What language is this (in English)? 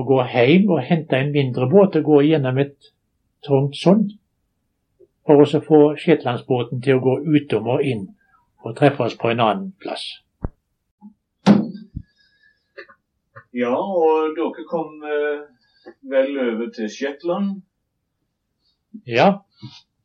Norwegian